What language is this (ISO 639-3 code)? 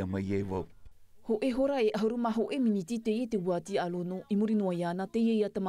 tah